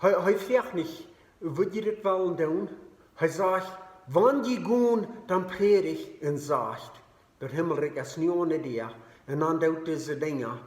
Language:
Plautdietsch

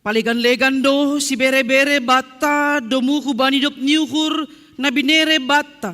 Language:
Batak Simalungun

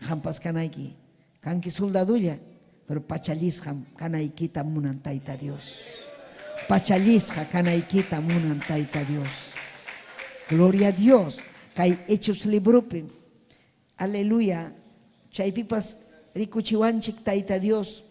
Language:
Ayacucho Quechua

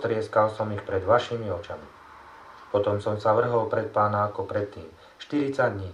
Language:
Slovak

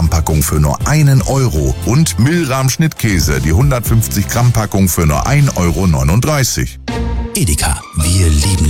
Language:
German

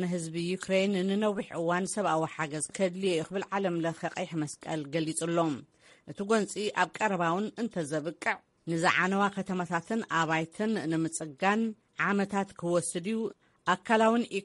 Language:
Tigrinya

